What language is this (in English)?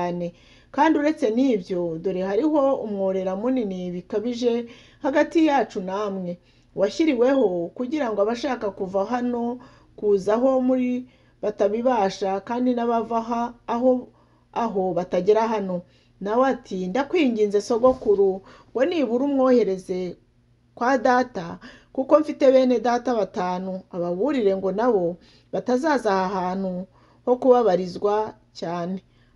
Kinyarwanda